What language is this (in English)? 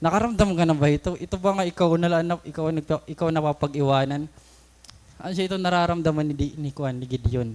Waray